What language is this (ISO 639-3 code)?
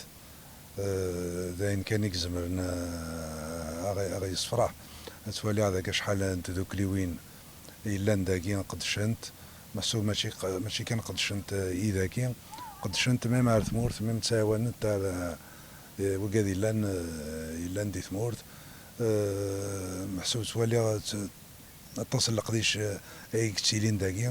kab